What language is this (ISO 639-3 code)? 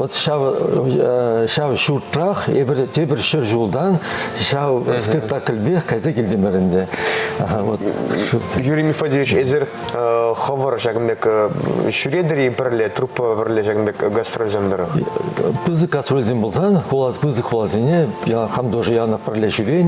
chv